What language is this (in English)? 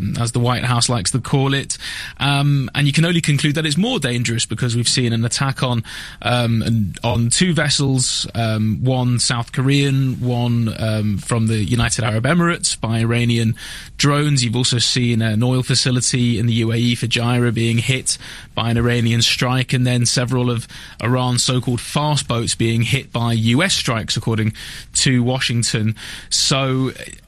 English